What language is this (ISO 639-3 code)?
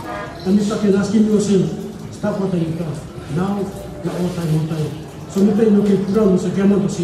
tpi